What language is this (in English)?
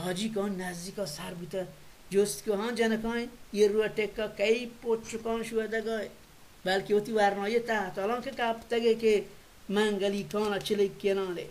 Baluchi